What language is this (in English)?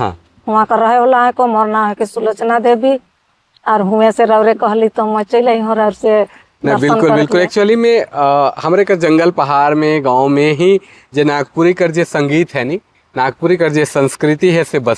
Sadri